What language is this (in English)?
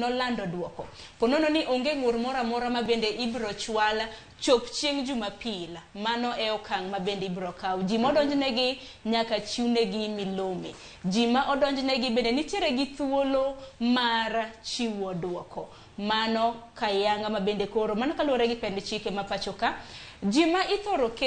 Luo (Kenya and Tanzania)